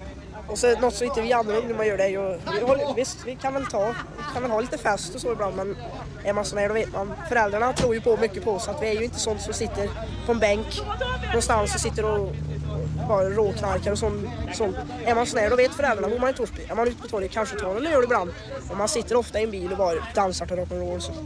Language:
Swedish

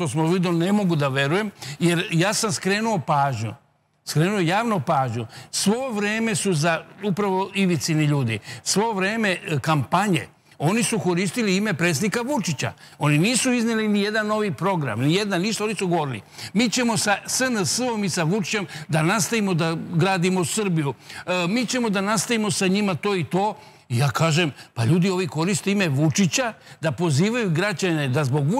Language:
Serbian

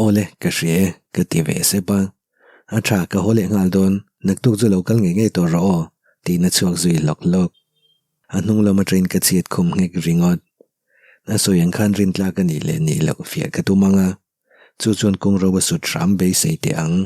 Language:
Mizo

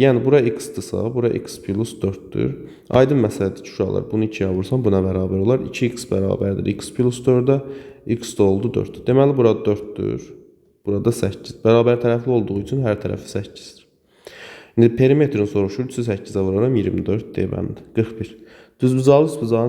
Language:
Azerbaijani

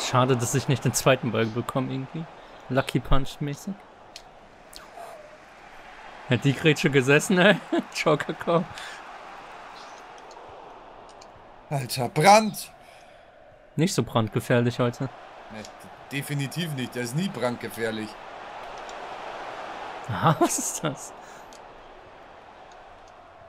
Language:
German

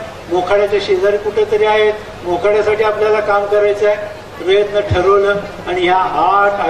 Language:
Marathi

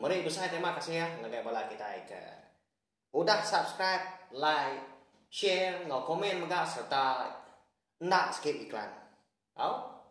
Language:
Iban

